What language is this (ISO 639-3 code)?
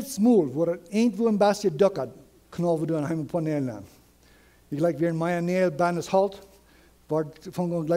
pdt